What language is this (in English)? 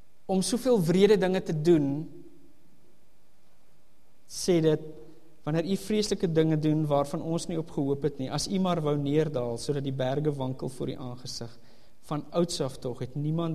Afrikaans